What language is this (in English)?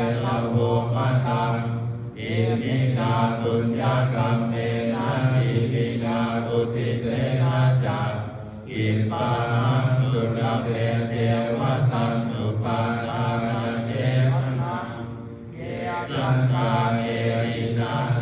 Pali